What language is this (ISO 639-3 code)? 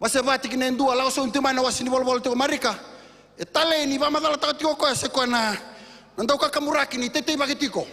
fij